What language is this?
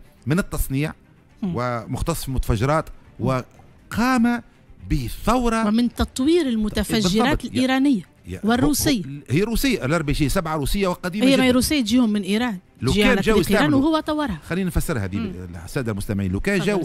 Tunisian Arabic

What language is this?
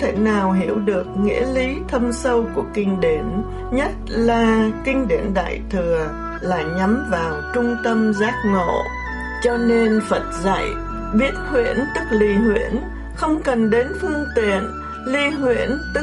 Vietnamese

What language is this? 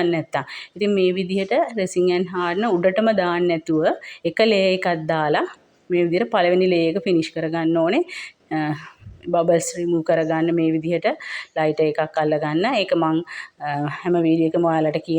Sinhala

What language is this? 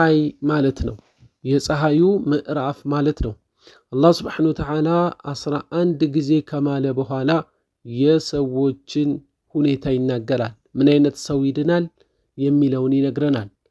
Amharic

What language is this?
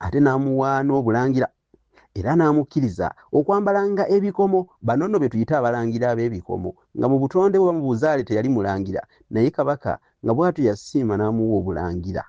Ganda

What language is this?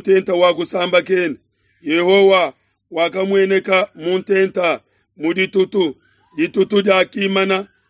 Luba-Lulua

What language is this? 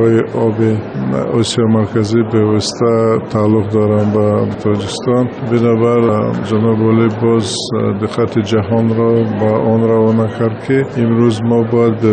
Tajik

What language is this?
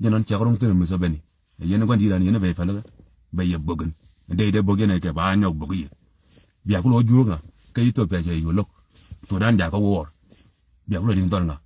Nuer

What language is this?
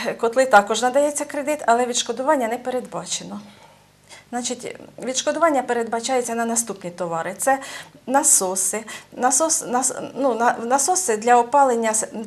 Ukrainian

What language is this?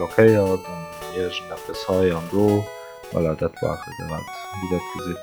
Luxembourgish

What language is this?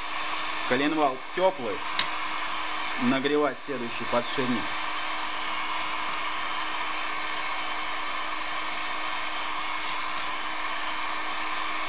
Russian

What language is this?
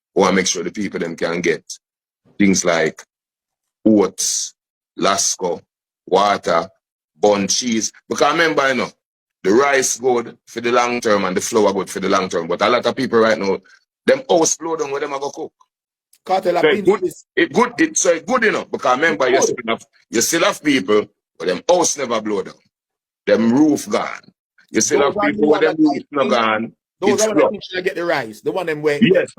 Jamaican Creole English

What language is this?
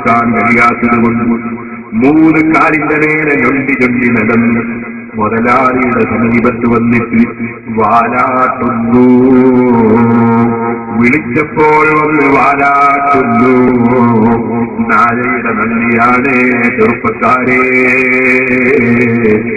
Malayalam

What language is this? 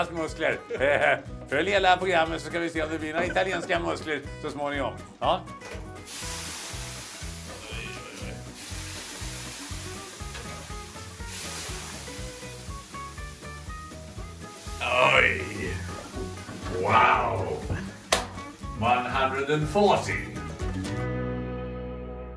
Swedish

